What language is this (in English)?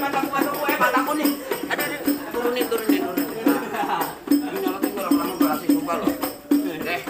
Betawi